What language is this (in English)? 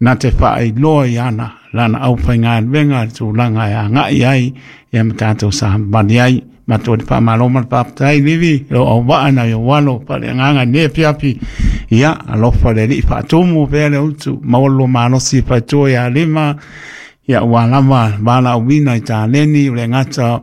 Samoan